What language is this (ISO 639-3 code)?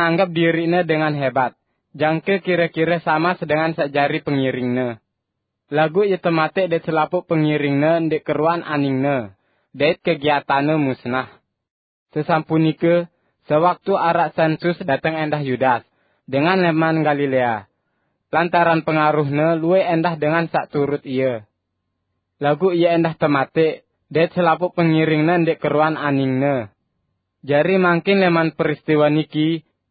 sas